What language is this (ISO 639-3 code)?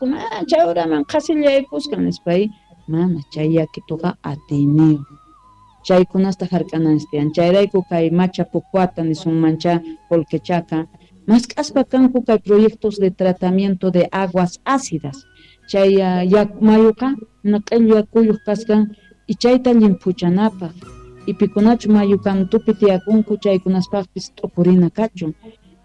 que